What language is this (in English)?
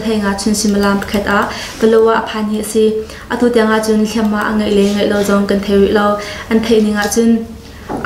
Hakha Chin